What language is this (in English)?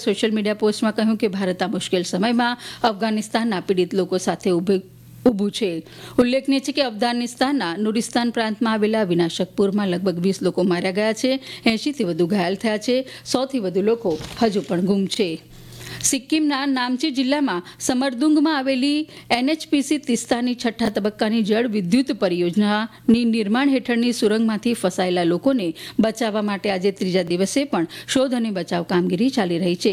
Gujarati